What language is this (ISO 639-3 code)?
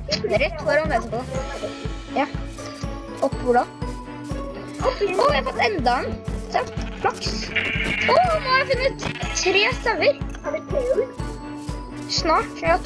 nor